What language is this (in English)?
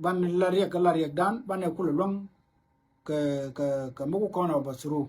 Nuer